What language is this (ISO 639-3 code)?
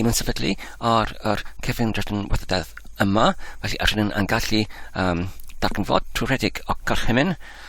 cym